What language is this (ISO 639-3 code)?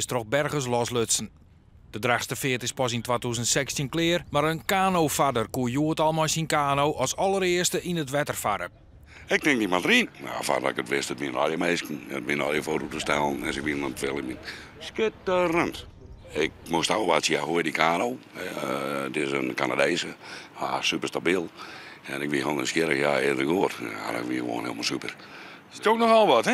fry